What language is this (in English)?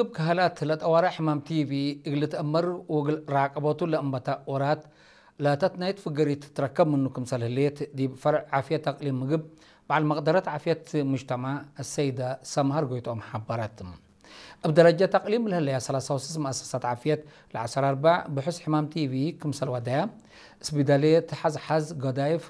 Tigre